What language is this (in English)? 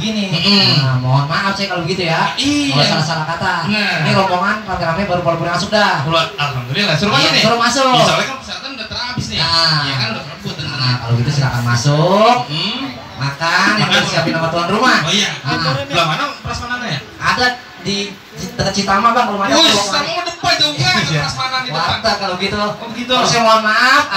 Betawi